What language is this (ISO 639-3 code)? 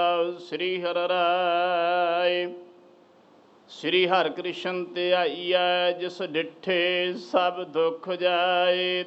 pan